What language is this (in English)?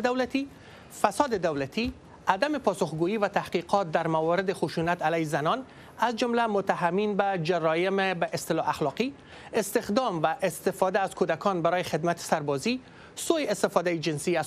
Persian